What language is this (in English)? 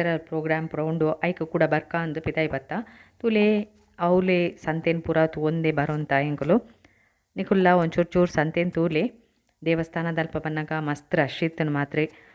Tulu